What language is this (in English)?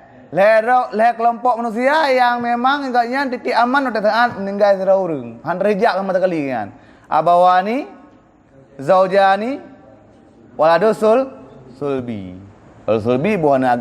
Achinese